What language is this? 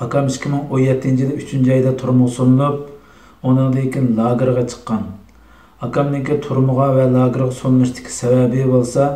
Uyghur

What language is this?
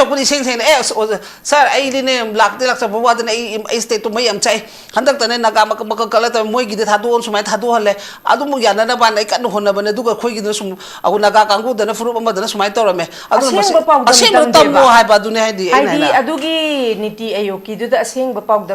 Manipuri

